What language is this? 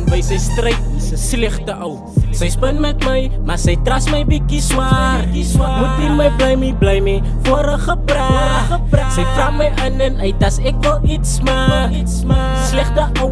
Afrikaans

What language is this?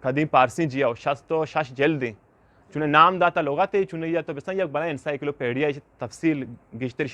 Eastern Balochi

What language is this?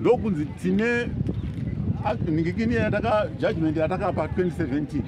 Shona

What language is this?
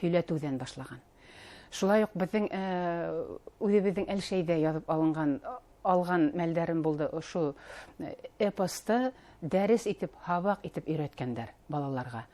Bashkir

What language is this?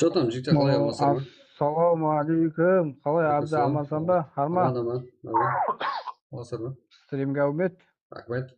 Kara-Kalpak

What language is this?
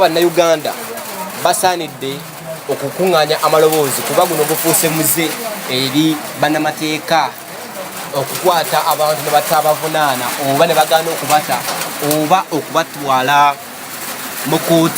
Ganda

